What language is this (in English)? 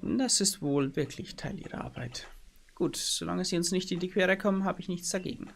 Bavarian